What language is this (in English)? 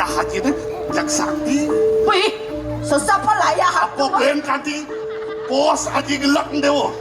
Balinese